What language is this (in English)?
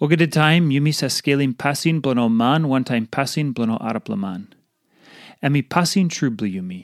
Tok Pisin